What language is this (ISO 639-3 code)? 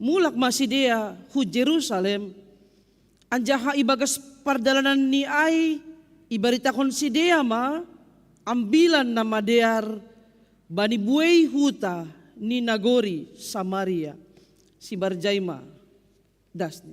bts